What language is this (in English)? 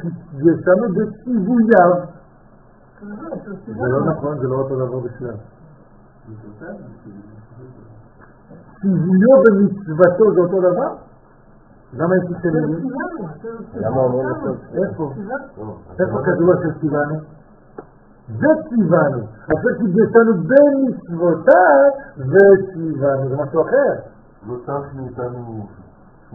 Hebrew